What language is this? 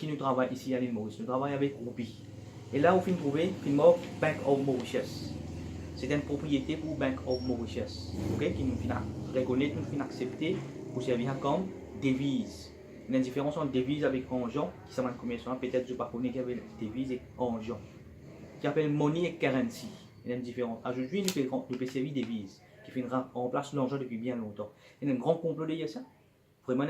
Morisyen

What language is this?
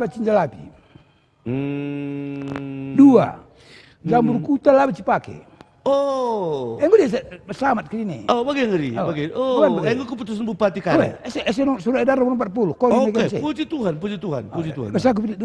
Batak Karo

